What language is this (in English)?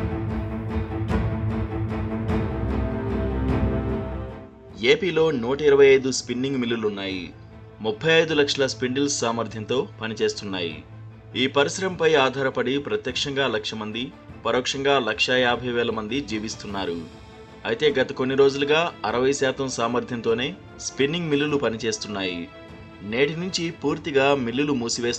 Telugu